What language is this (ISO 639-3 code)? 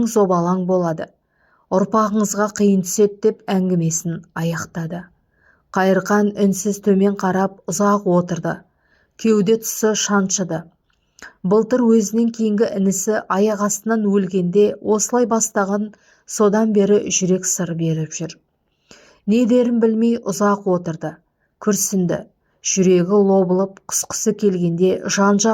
kaz